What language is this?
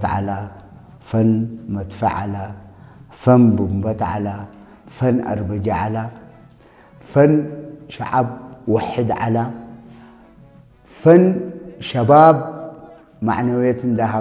Arabic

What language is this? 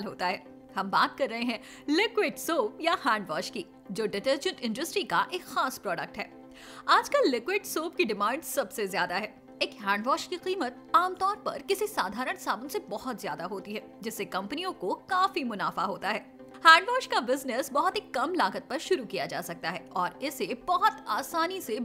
Hindi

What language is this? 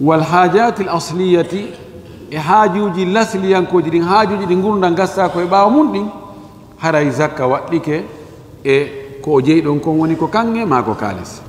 Fula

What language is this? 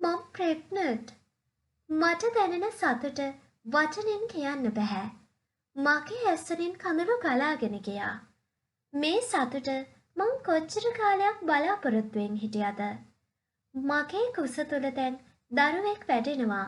Sinhala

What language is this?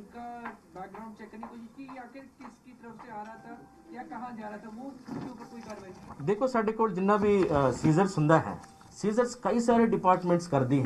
Punjabi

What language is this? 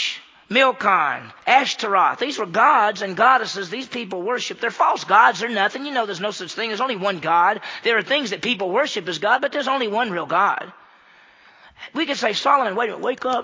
English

